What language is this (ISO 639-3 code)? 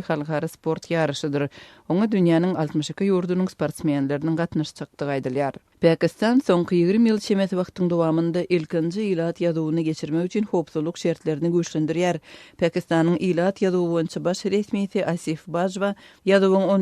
tuk